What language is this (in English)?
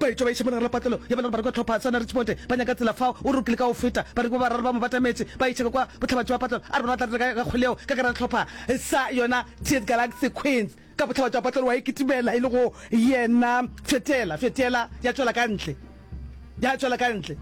Northern Sotho